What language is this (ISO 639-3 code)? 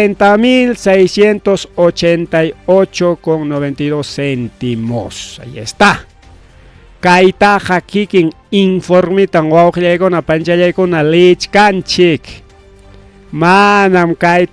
quy